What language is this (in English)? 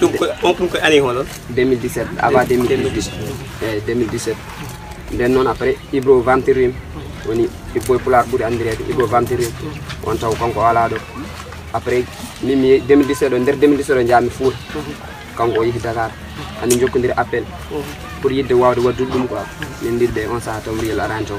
Pular